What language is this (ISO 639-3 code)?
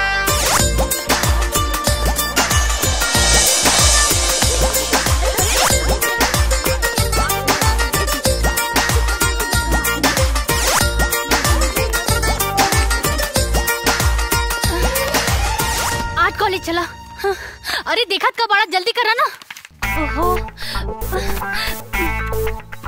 bho